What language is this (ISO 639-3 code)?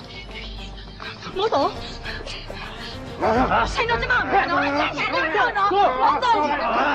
mya